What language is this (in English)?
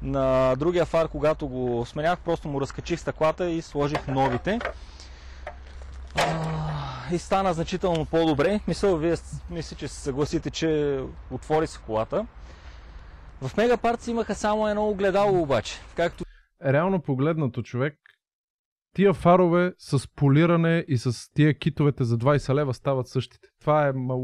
Bulgarian